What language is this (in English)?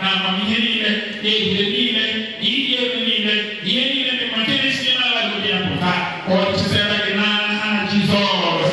Igbo